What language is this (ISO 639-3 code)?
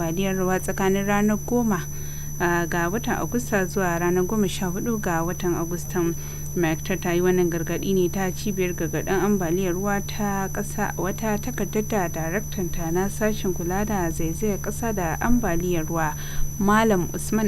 hau